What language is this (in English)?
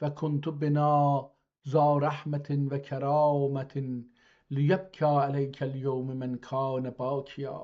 South Azerbaijani